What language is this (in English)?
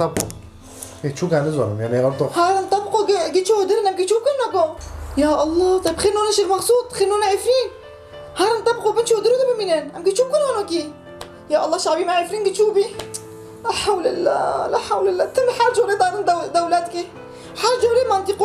Kurdish